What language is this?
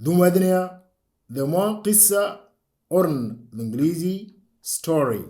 Moro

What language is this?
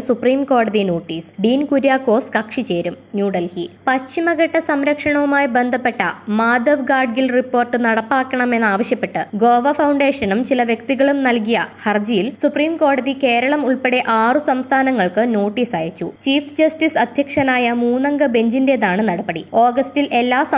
Malayalam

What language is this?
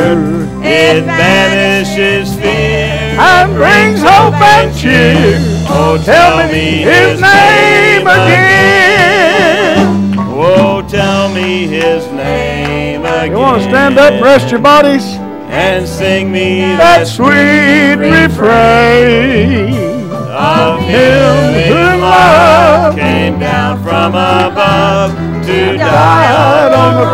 English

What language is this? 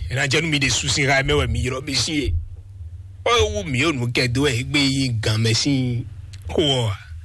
Fon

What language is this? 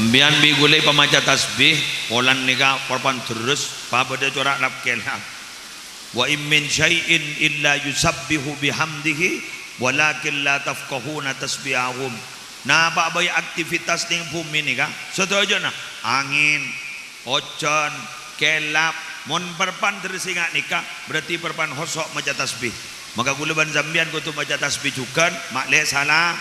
Madurese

